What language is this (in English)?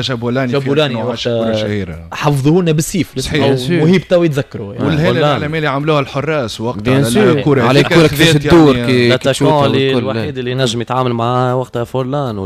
Tunisian Arabic